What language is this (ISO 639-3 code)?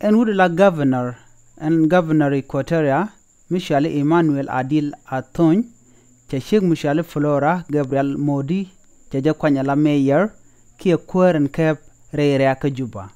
nus